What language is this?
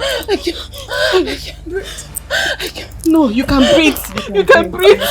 Nigerian Pidgin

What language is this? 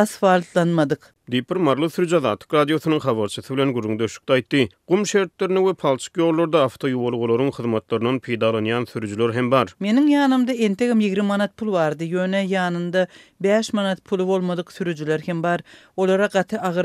Turkmen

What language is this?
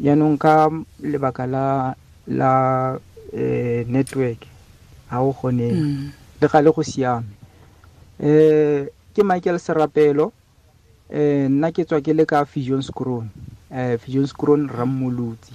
Tswana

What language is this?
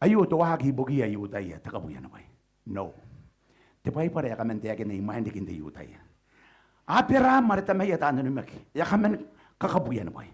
Gilbertese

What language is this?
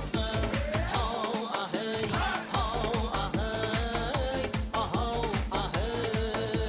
Kara-Kalpak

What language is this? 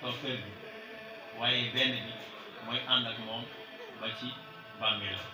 Wolof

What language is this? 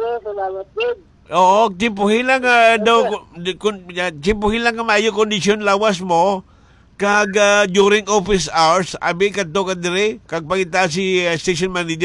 Hiligaynon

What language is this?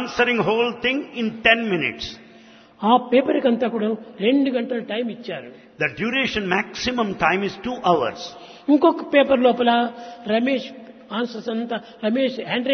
Telugu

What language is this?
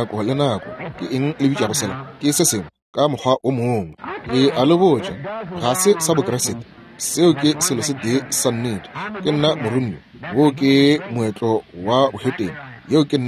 Northern Sotho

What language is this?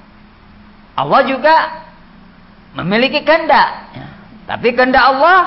Indonesian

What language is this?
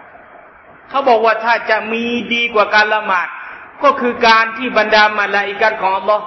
Thai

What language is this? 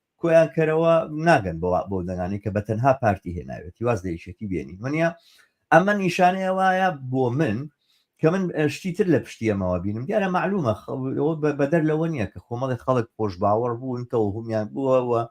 Central Kurdish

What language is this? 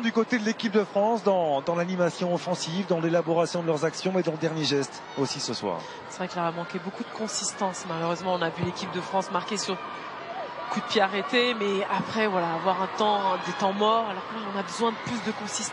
French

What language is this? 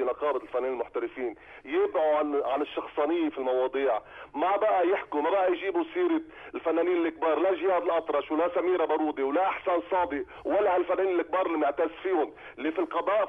North Levantine Arabic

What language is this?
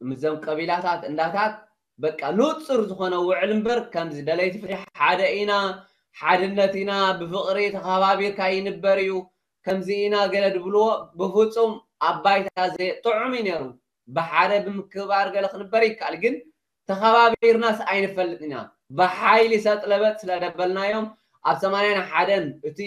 Tigrinya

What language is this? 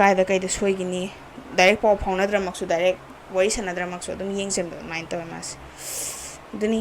Manipuri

